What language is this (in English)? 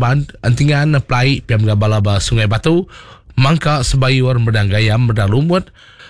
Iban